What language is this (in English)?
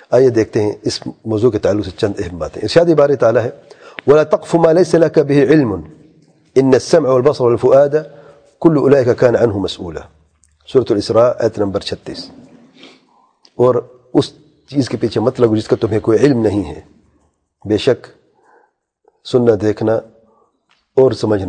Urdu